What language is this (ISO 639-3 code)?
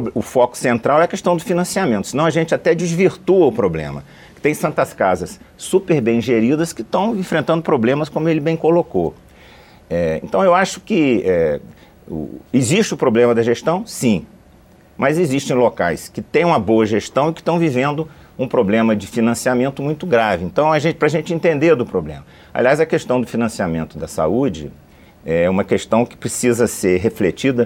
por